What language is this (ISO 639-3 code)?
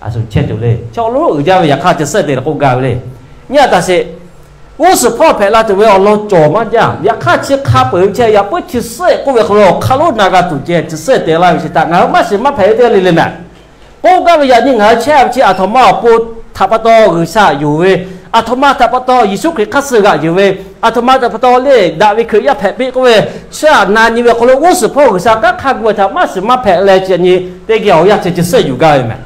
lhu